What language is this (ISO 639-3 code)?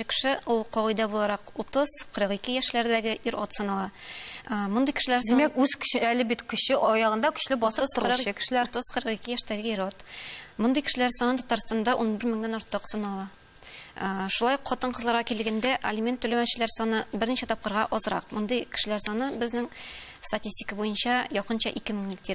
tat